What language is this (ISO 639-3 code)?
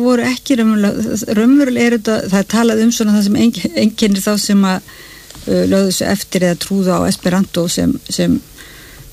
isl